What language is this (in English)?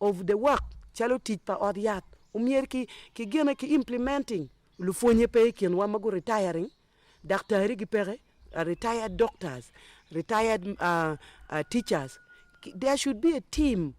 Acoli